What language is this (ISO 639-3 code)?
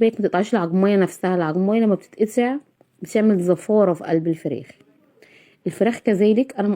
arz